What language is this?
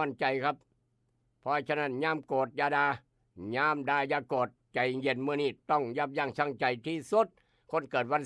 Northeastern Thai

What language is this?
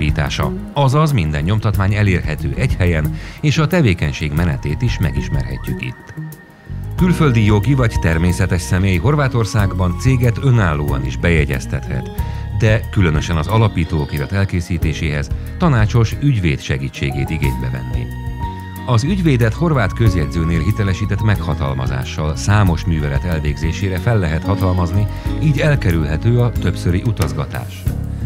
Hungarian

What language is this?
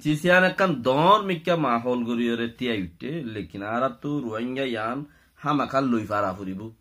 Rohingya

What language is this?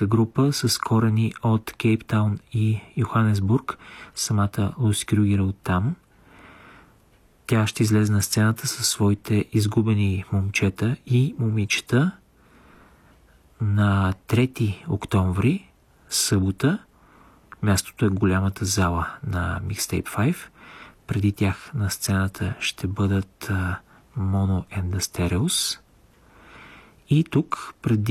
Bulgarian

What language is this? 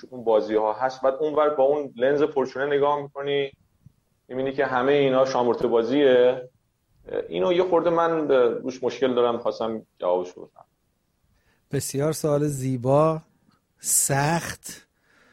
Persian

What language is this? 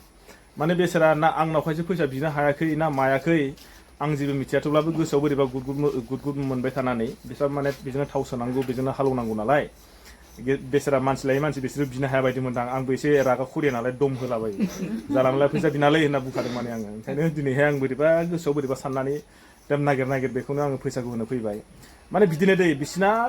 Bodo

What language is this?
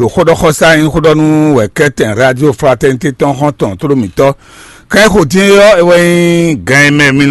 Fon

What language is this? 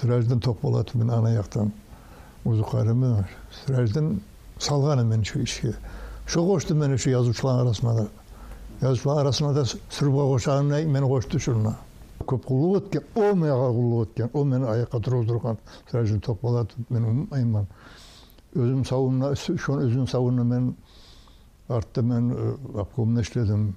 Kumyk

